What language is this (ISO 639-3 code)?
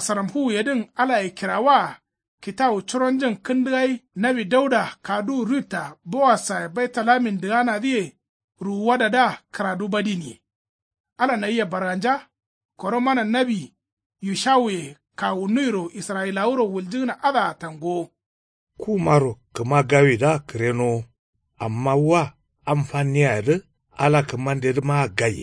kau